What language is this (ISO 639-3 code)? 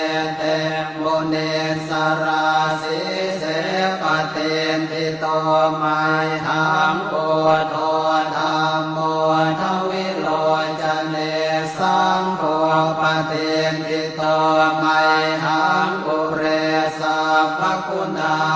pli